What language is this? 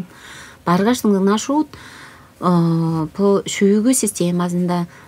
Tuvinian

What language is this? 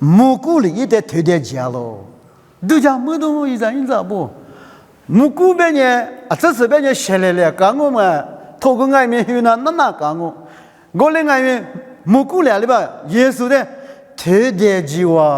Lisu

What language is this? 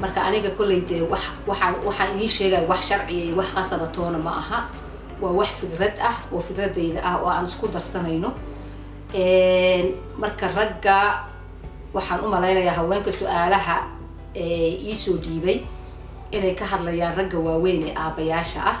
Somali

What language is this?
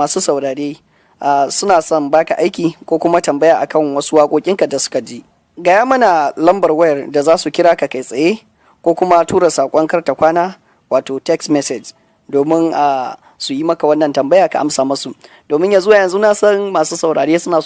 Hausa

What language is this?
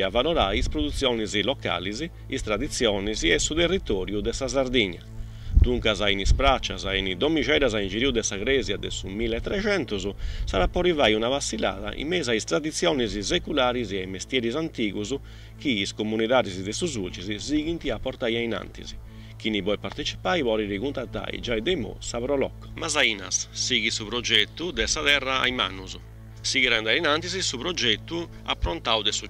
Sardinian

